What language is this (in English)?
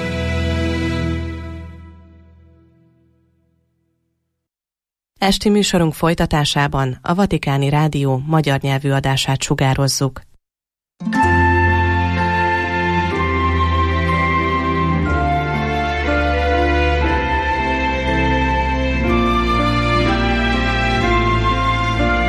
Hungarian